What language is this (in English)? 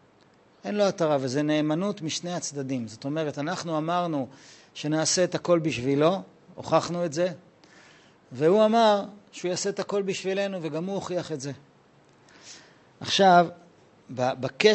Hebrew